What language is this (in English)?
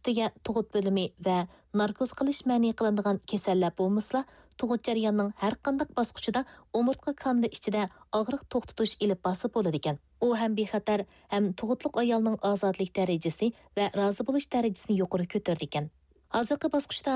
Uyghur